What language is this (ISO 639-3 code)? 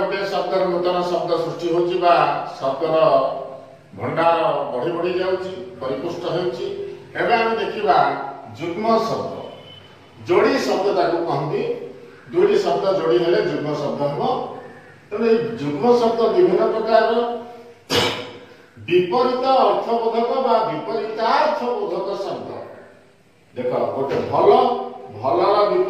ori